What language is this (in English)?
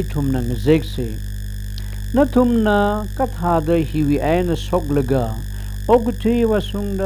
Tangkhul Naga (India)